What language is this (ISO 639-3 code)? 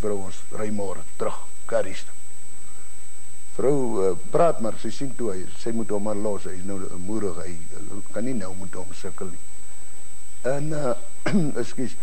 afr